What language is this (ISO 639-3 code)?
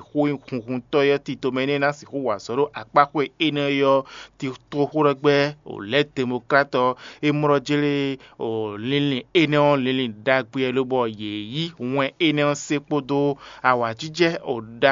fon